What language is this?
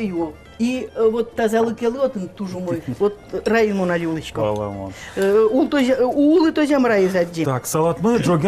Udmurt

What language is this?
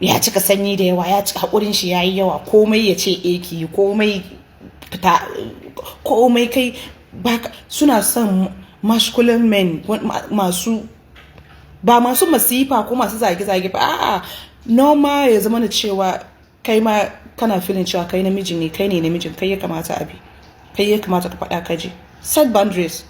Hausa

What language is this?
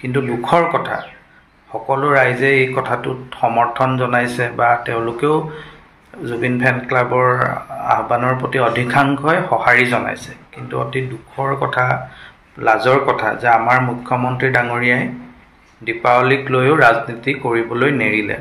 Assamese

